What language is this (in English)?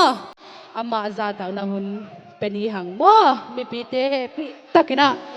Tedim Chin